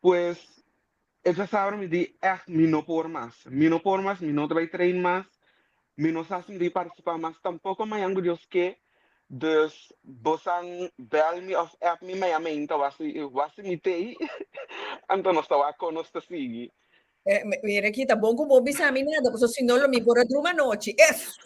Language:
Papiamento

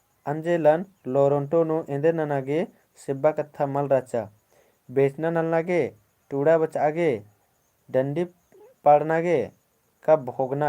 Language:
Kurukh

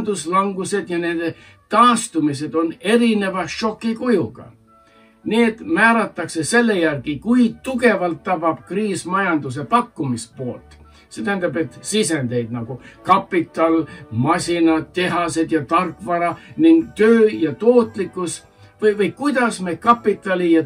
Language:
Estonian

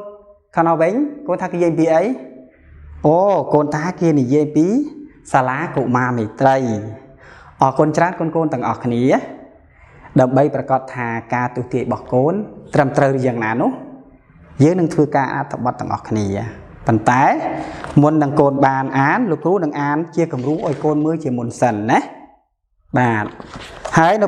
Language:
Khmer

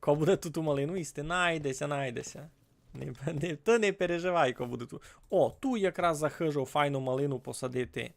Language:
Rusyn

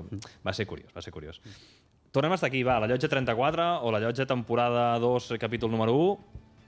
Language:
Catalan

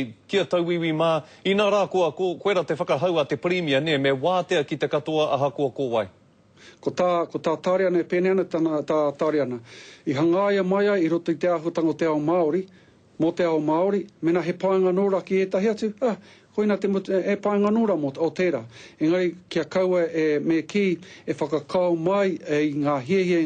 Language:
Māori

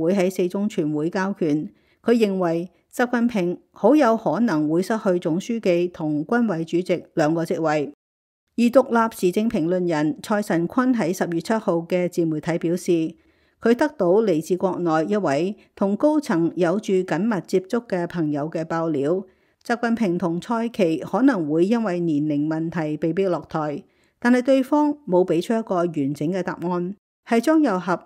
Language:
Cantonese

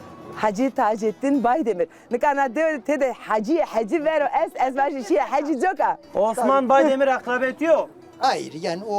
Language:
Zaza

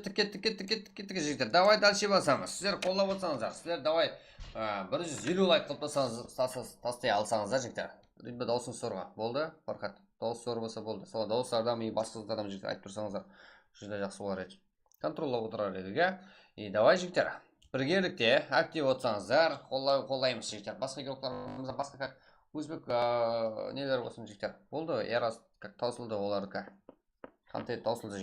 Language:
Kara-Kalpak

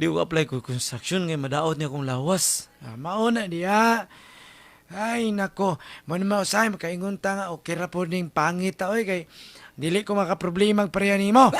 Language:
Cebuano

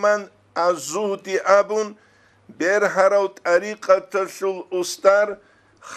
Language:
Avaric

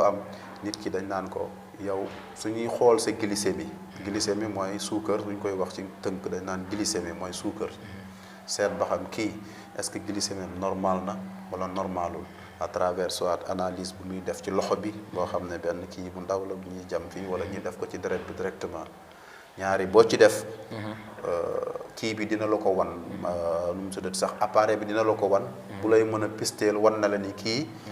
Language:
Wolof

